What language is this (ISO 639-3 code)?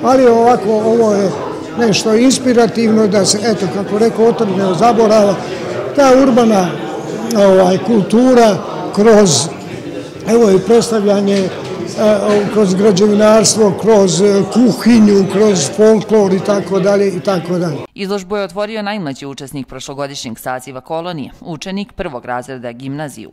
srp